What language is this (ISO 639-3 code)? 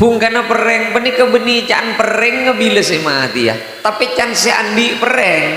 mad